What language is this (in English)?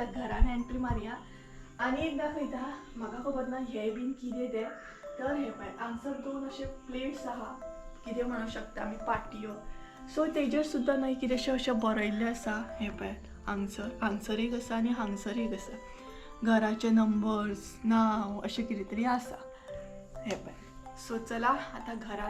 Konkani